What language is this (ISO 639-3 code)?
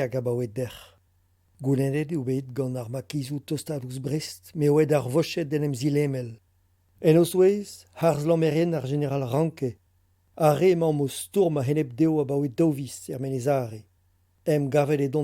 bre